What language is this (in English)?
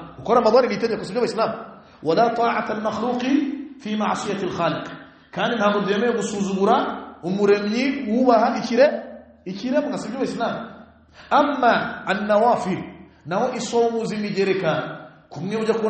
Kinyarwanda